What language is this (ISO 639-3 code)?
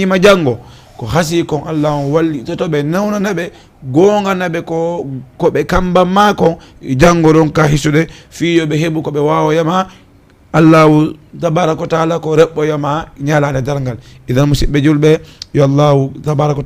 ful